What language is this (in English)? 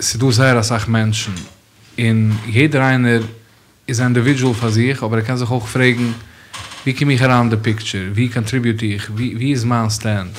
Yiddish